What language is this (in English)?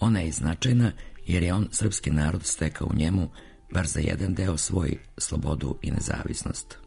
Serbian